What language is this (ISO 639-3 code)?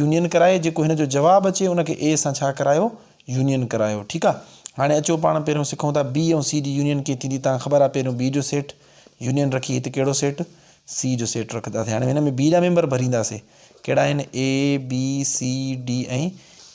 snd